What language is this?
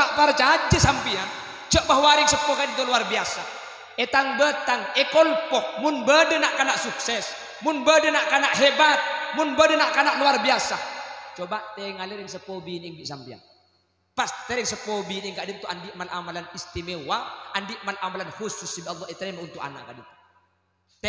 Madurese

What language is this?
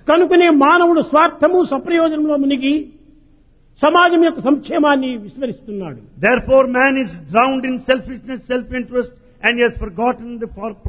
Telugu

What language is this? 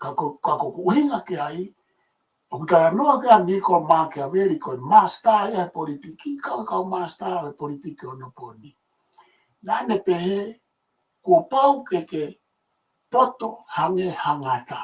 Tongan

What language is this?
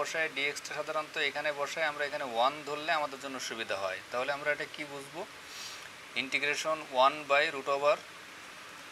Bangla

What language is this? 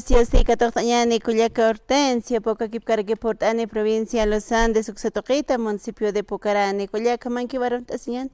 Aymara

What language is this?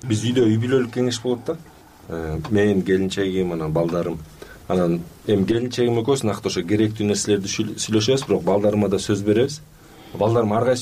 Kyrgyz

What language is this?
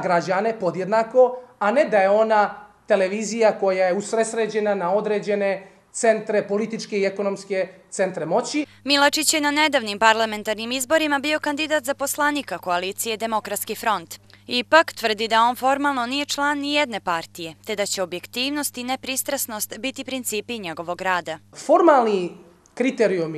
Croatian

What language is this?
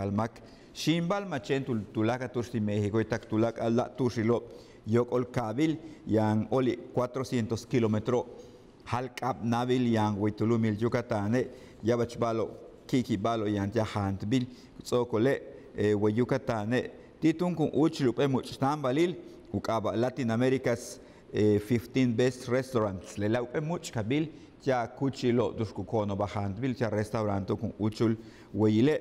Yucateco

